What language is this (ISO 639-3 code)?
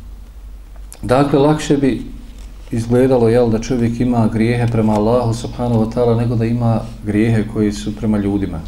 bos